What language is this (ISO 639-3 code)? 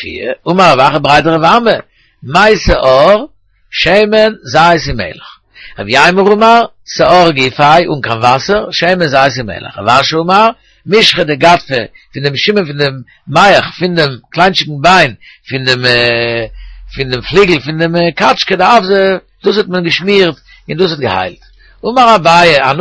yid